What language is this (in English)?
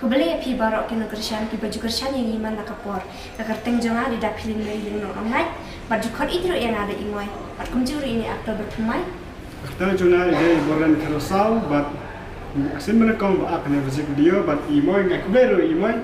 Khasi